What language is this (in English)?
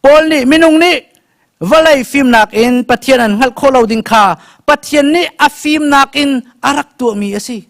Hakha Chin